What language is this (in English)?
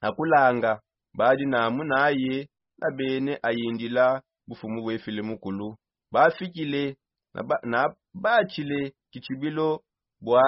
Songe